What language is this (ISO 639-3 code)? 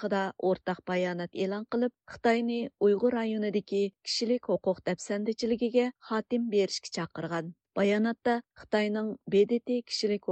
uig